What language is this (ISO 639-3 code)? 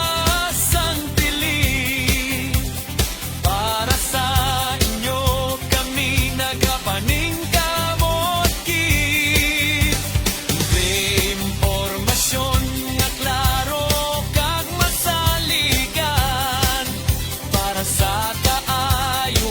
hil